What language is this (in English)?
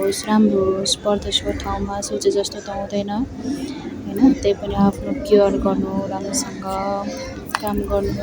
Nepali